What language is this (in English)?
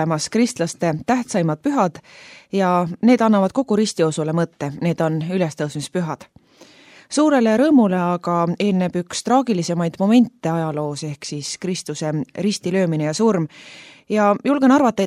Estonian